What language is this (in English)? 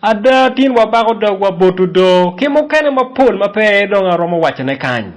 Acoli